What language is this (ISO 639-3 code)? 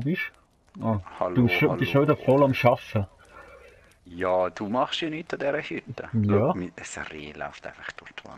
gsw